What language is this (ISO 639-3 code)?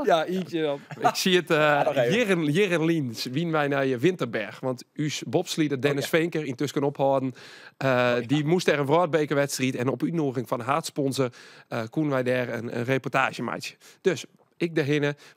fry